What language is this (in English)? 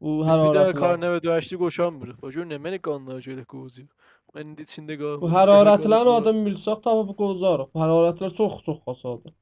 South Azerbaijani